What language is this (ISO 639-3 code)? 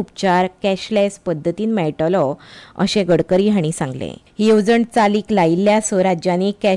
kok